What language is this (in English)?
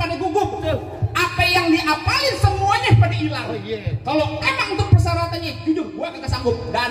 Betawi